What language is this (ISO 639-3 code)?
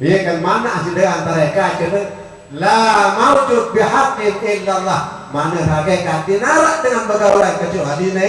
sas